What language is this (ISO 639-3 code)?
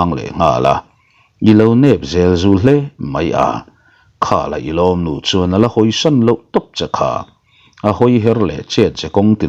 lus